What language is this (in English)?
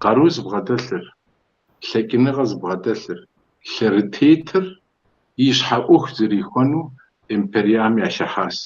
Kabardian